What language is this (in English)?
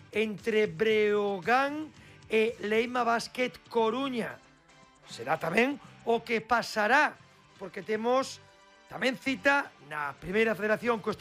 Galician